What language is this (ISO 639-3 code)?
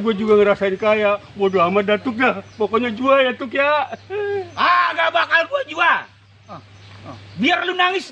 bew